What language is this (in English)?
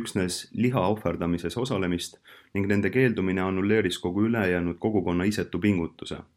Estonian